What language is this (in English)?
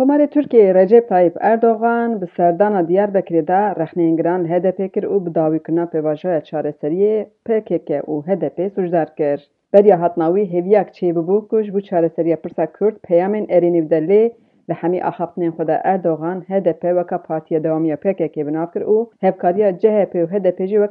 Kurdish